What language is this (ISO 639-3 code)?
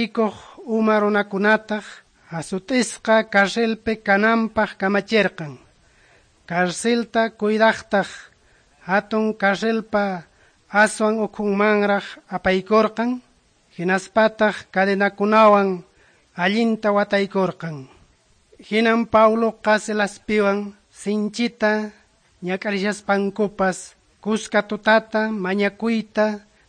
que